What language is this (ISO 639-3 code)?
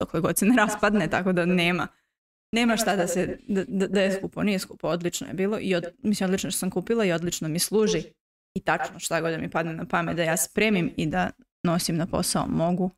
srp